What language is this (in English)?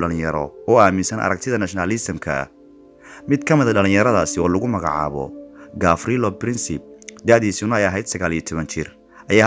Somali